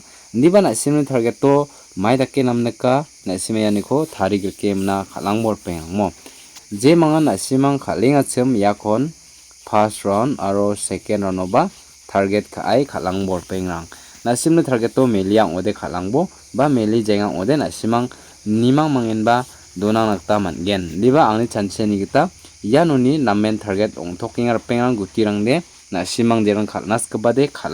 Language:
Garo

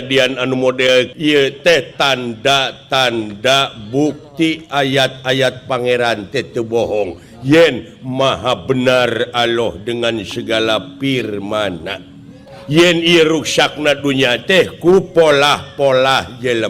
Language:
Sundanese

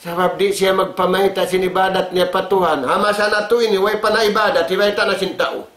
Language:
Tausug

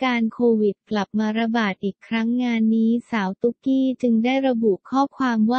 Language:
Thai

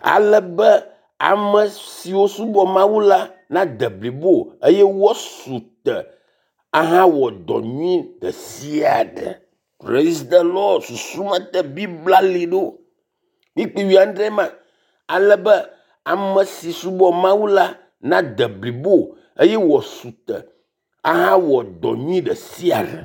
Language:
Ewe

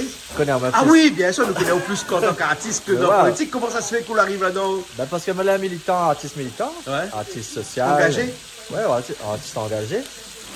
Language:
Réunion Creole French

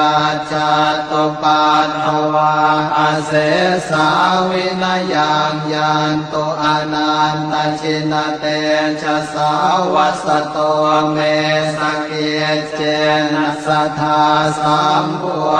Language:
Pali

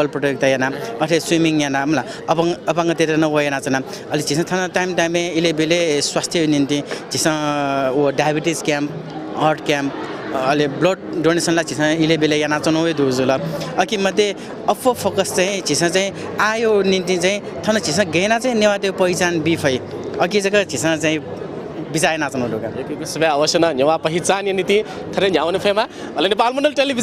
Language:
Newari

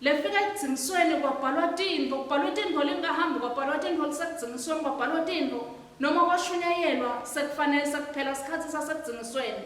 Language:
Swati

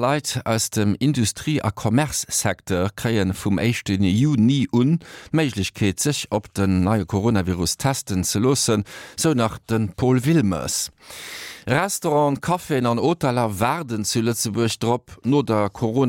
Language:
Luxembourgish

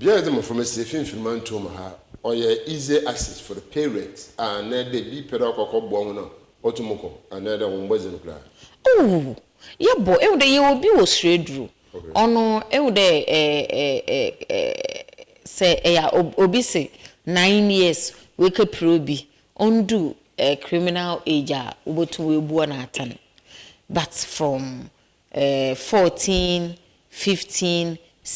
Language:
Akan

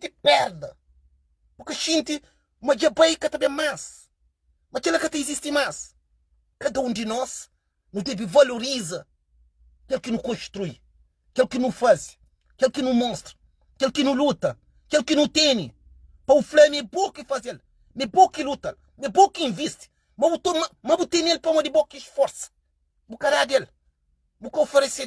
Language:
Kabuverdianu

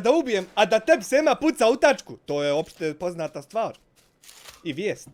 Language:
Bosnian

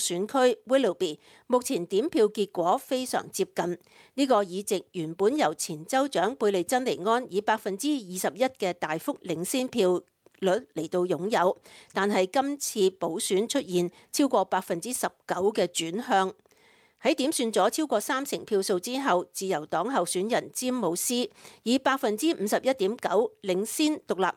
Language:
Cantonese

